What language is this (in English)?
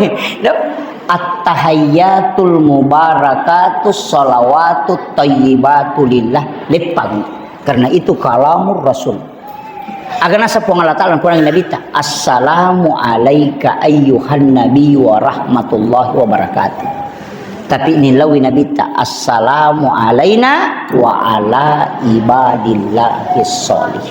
Buginese